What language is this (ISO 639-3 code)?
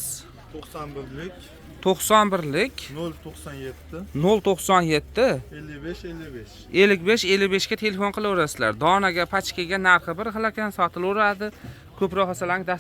uzb